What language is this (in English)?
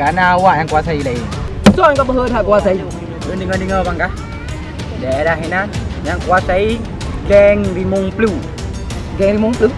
Achinese